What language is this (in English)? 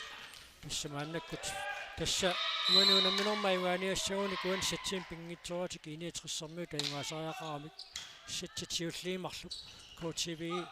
Kalaallisut